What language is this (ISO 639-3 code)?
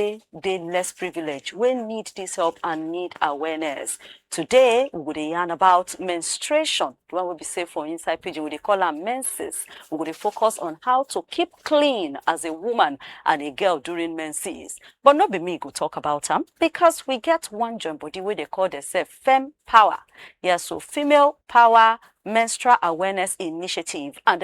pcm